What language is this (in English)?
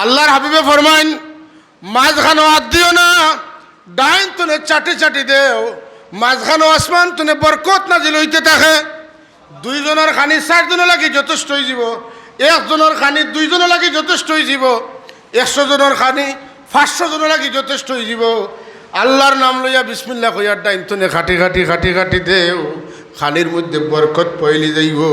Sylheti